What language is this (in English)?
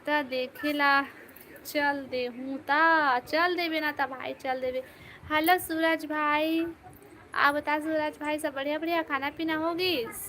Chhattisgarhi